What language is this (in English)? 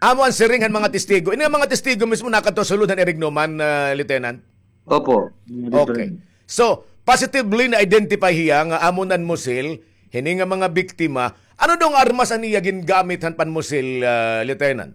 Waray